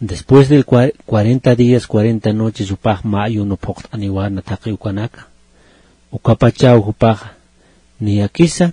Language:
Aymara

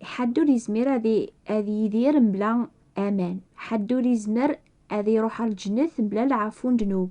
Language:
Kabyle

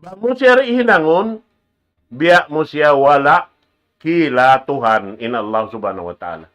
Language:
Tausug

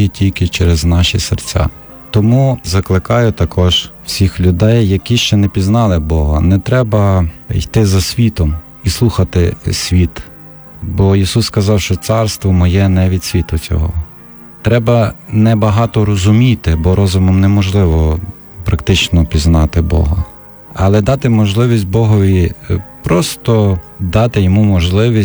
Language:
Ukrainian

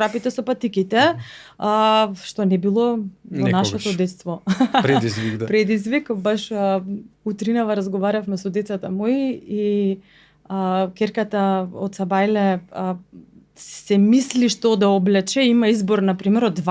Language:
Macedonian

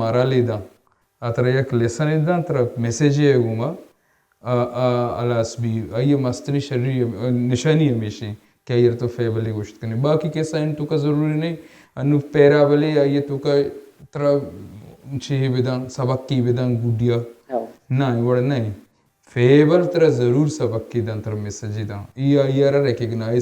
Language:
Baluchi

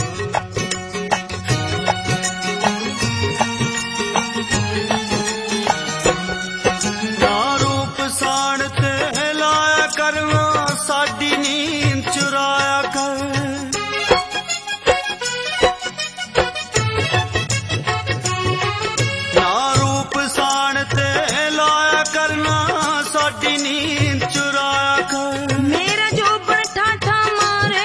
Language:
Punjabi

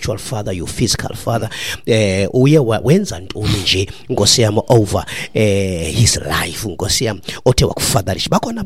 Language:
Xhosa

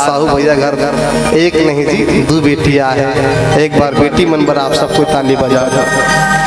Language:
Chhattisgarhi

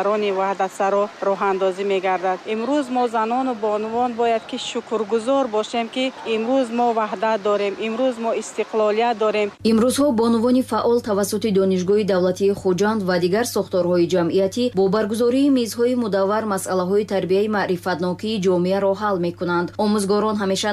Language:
Tajik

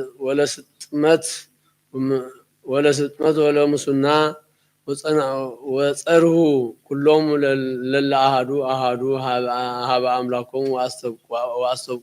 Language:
Geez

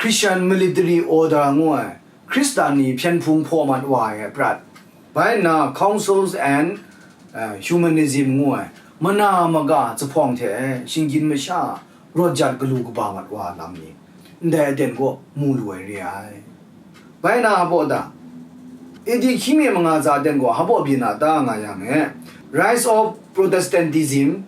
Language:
Kachin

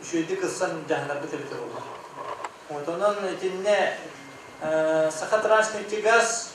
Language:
Yakut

